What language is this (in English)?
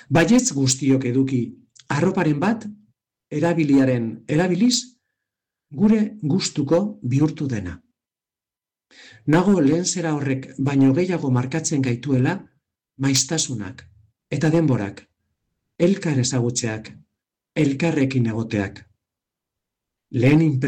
Basque